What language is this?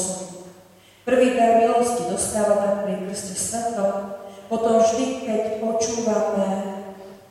Slovak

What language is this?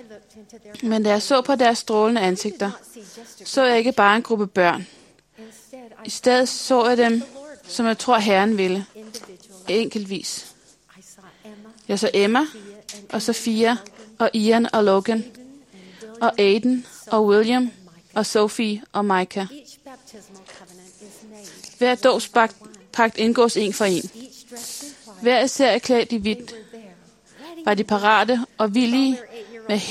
Danish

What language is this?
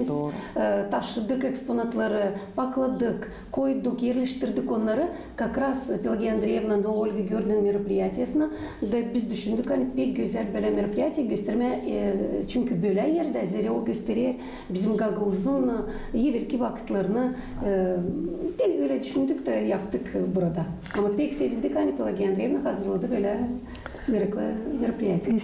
Gagauz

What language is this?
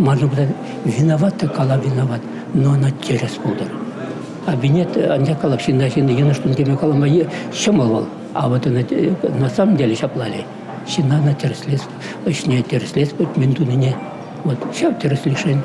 Chuvash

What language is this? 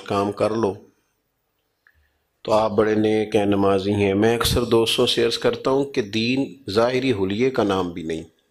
Urdu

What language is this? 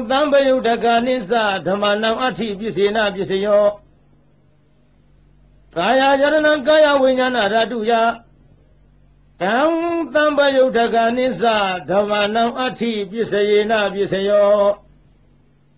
Burmese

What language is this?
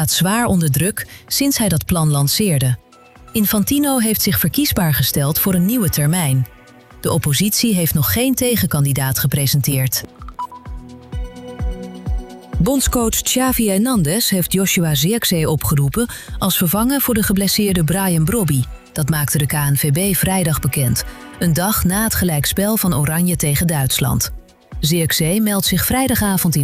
Dutch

